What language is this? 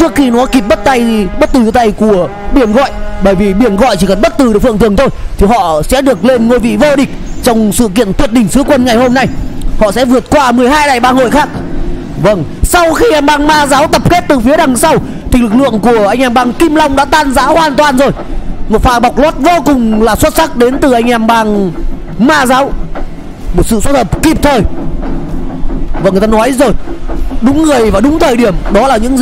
Vietnamese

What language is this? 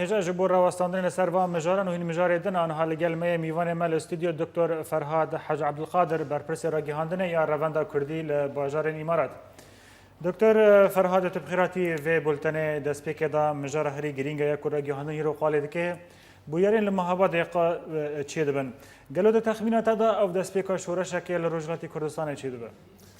Kurdish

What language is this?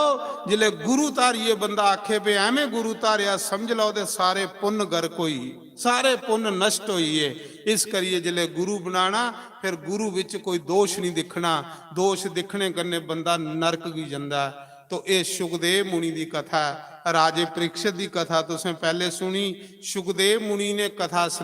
Dogri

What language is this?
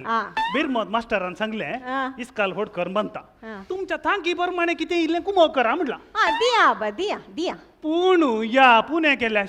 Konkani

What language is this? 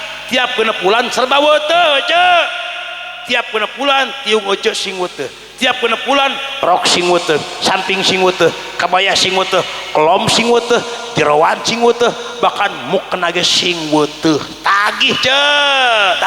Sundanese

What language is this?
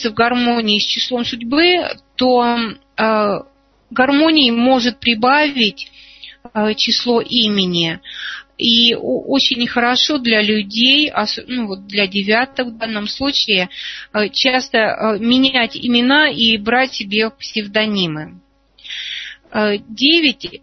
Russian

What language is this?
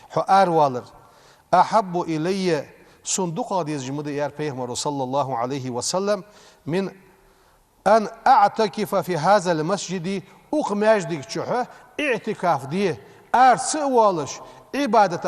Ingush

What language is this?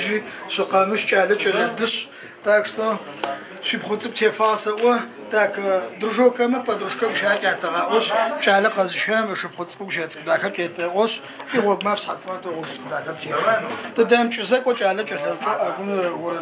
Adyghe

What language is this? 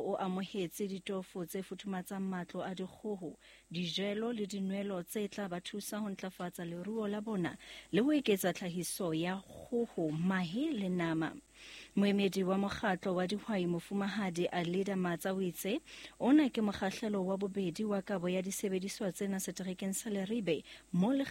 Southern Sotho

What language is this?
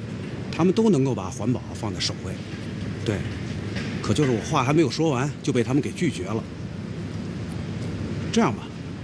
Chinese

